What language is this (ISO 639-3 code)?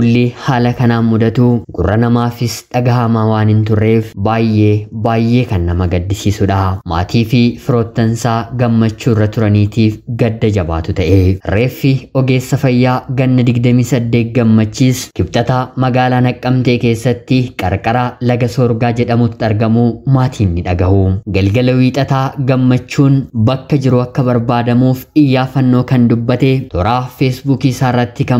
orm